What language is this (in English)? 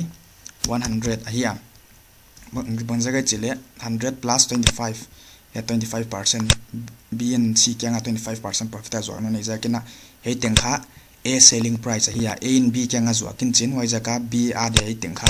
Paite Chin